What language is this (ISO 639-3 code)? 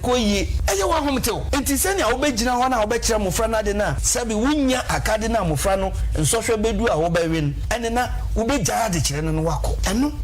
aka